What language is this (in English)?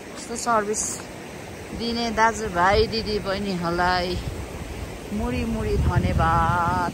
Nepali